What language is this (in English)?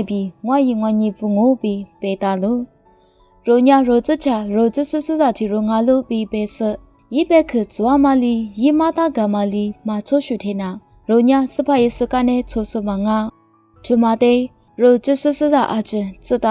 Lisu